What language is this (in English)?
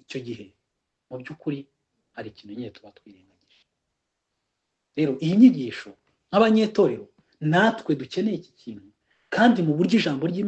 Kinyarwanda